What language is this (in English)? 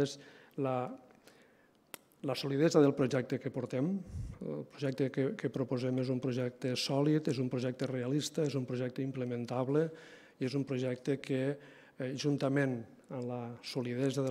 Catalan